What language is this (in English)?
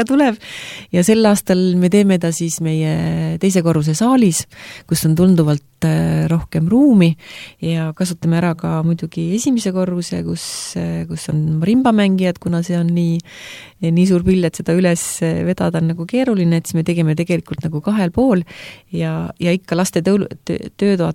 Estonian